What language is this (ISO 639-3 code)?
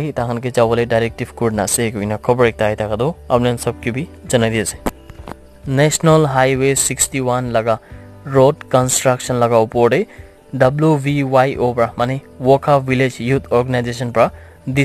nag